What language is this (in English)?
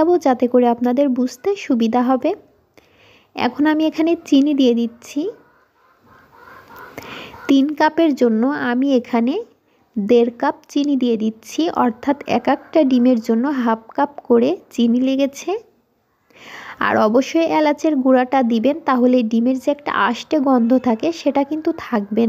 Bangla